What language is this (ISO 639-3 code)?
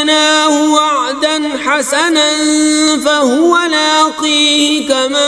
kas